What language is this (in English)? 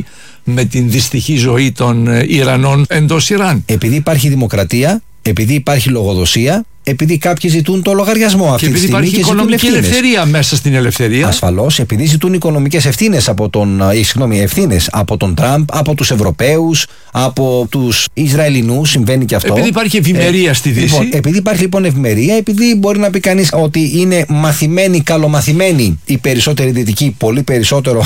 Greek